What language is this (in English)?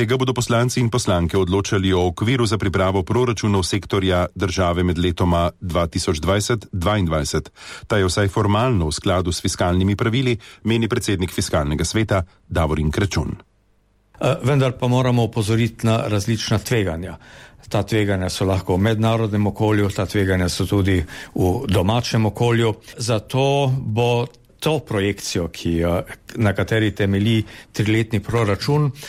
Slovenian